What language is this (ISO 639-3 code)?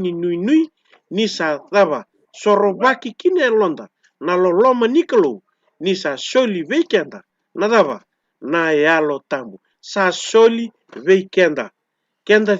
fij